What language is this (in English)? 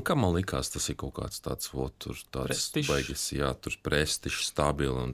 Latvian